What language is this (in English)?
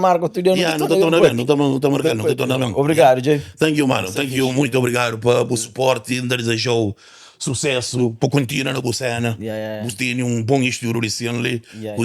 Kabuverdianu